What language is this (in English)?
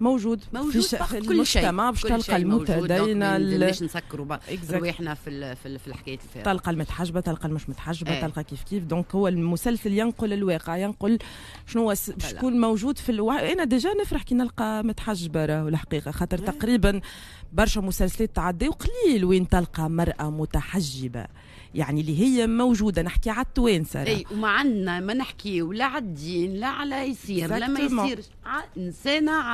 Tunisian Arabic